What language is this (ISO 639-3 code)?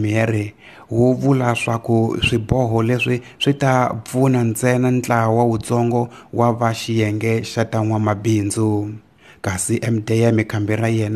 tso